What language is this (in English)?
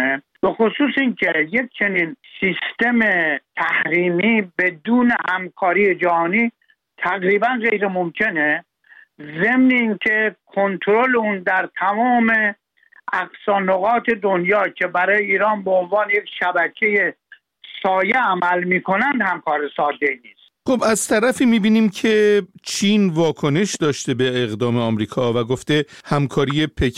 Persian